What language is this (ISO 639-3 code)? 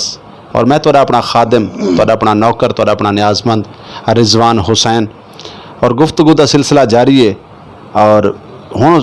lah